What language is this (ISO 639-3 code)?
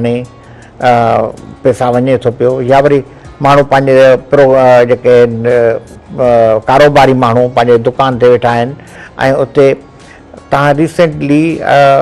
snd